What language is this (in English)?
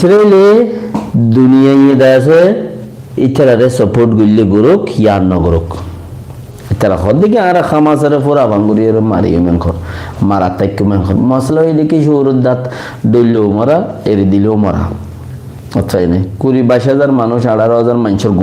Rohingya